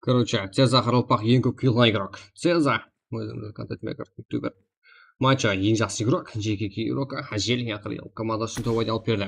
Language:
Kara-Kalpak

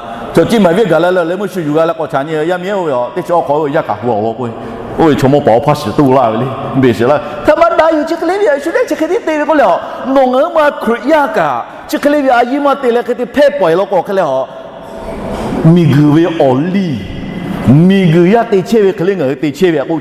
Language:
Lahu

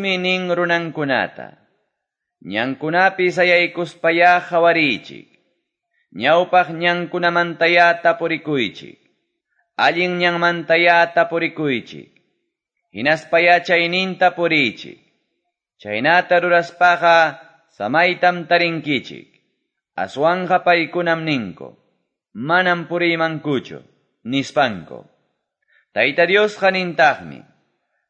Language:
Quechua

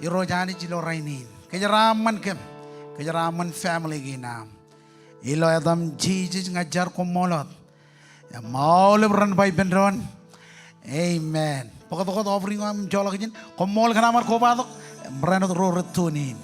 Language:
Marshallese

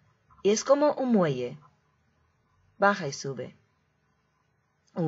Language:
Spanish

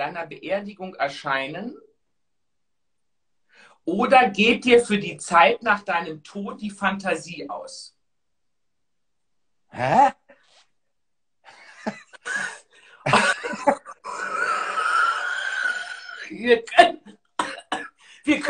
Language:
German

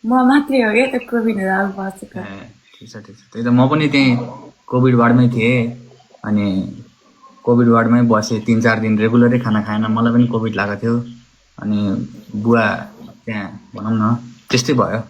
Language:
Nepali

